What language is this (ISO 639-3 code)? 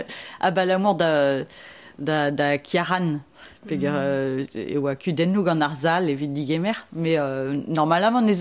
bre